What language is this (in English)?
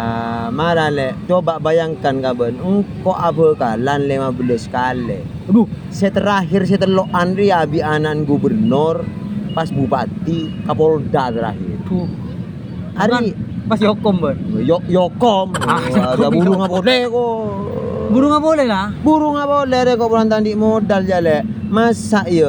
Madurese